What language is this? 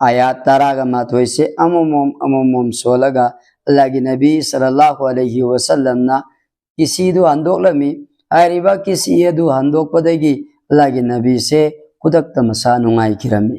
Manipuri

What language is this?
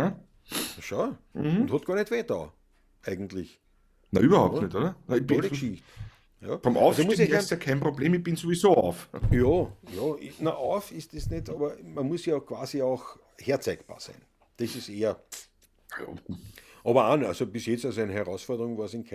Bavarian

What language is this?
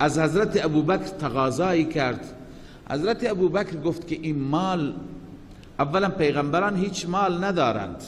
Persian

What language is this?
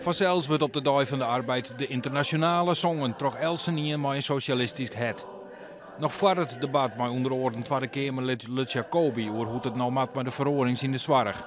Western Frisian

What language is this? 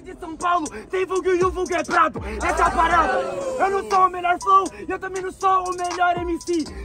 Portuguese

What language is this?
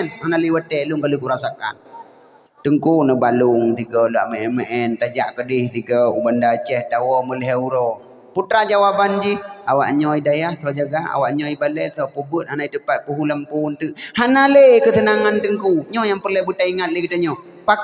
Achinese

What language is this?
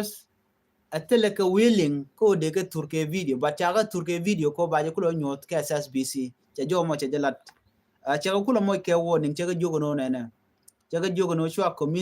Nuer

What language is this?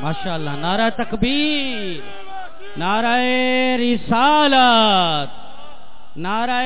Saraiki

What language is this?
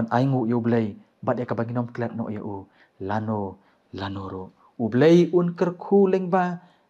Khasi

